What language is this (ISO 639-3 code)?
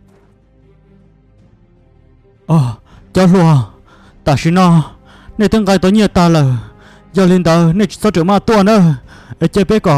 vie